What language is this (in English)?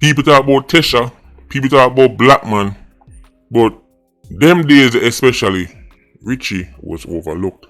Jamaican Creole English